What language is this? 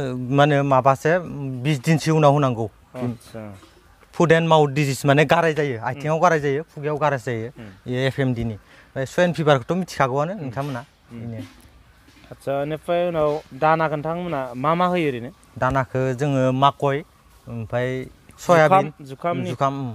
Bodo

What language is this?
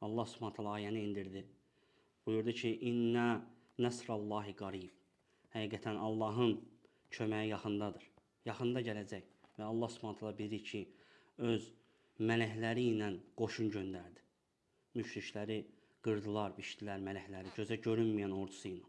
Azerbaijani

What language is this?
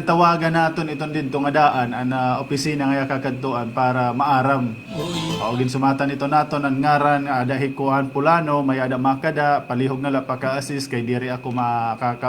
Waray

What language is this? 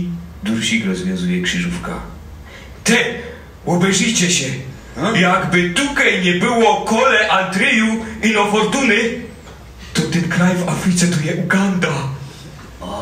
Silesian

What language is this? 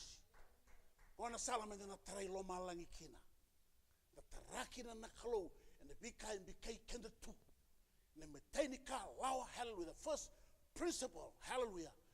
Fijian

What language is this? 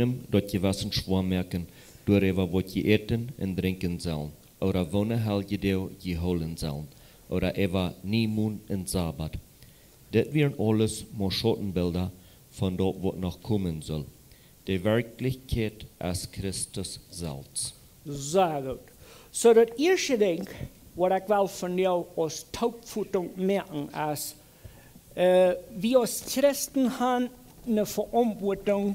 Plautdietsch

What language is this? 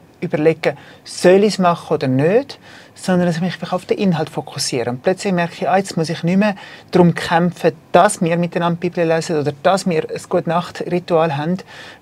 Swiss German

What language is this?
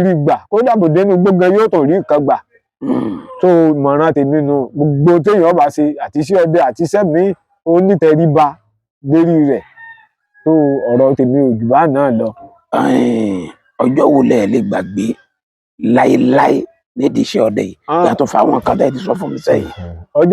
Yoruba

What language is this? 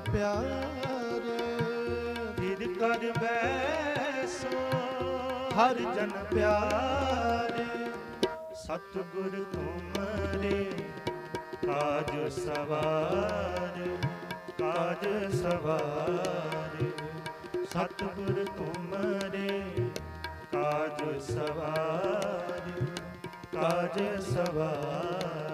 Punjabi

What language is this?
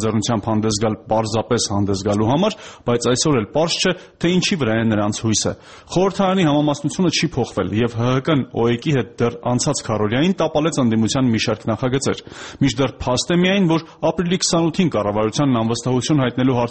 Armenian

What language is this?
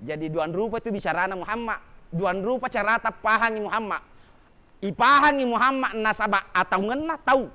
Buginese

